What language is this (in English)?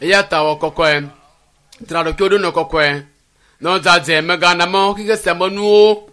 Ewe